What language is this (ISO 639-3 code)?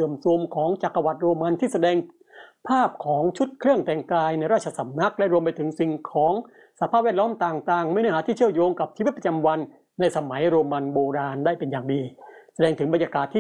tha